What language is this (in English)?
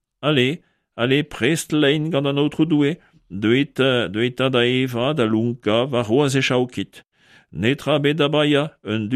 Breton